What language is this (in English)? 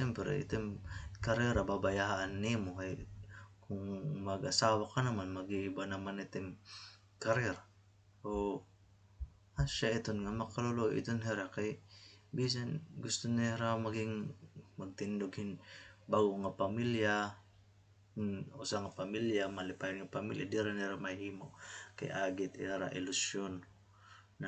Waray